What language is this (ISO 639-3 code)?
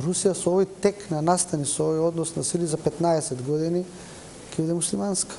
mkd